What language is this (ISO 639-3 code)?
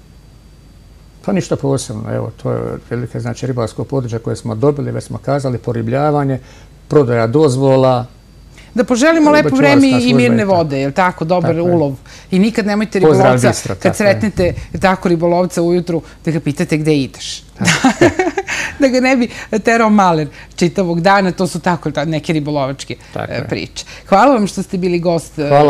srp